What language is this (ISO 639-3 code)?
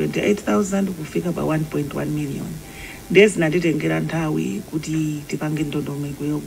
nya